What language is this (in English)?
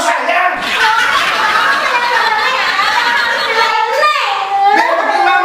Betawi